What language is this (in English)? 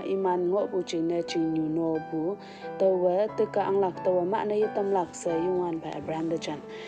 Konyak Naga